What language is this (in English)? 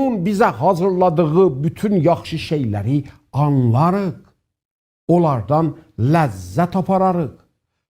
South Azerbaijani